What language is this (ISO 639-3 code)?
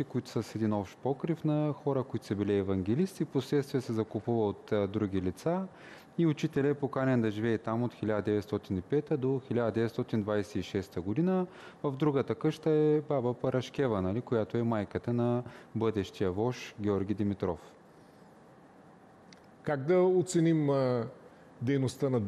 bul